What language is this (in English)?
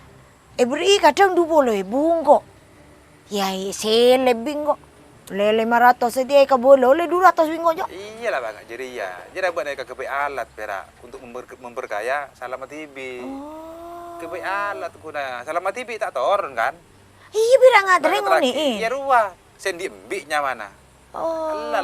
Madurese